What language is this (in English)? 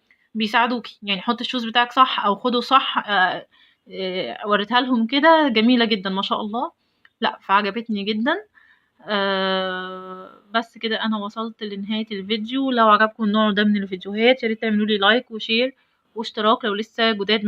Egyptian Arabic